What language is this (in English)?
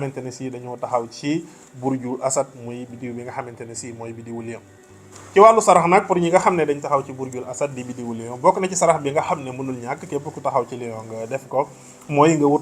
Wolof